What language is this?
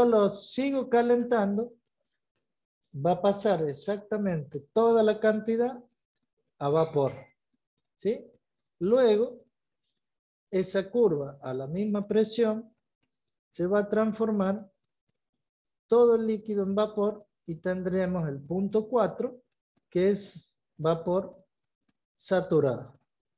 Spanish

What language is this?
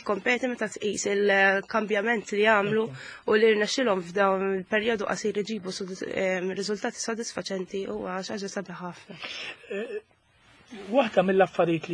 Maltese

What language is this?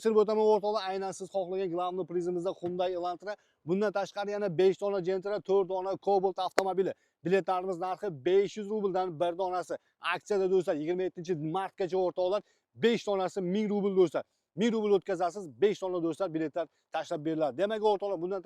Uzbek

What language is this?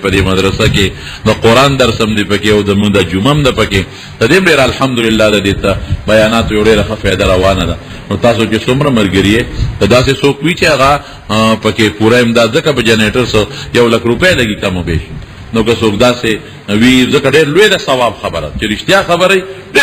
Pashto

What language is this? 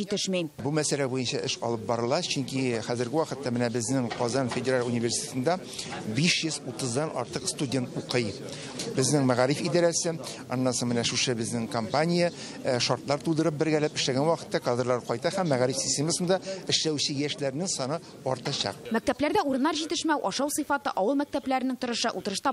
Tatar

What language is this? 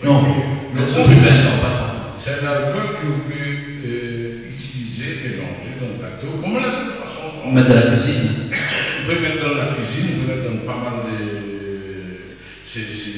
Réunion Creole French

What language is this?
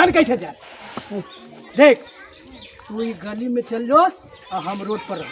Magahi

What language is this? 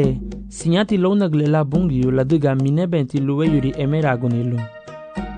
Garifuna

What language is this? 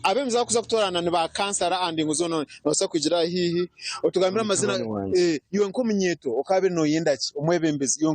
Nyankole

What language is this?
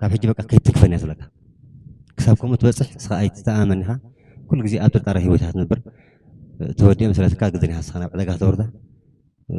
Tigrinya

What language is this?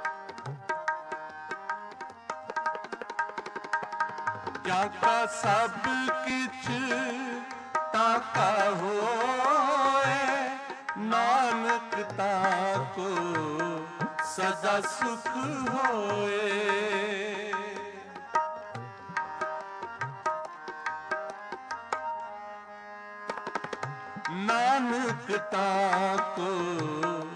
Punjabi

